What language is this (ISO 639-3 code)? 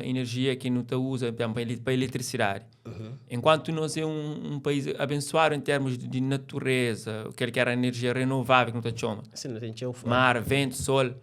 kea